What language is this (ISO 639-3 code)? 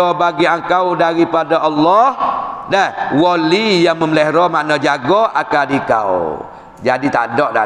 msa